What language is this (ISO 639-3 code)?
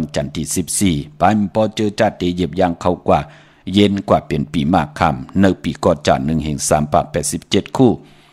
shn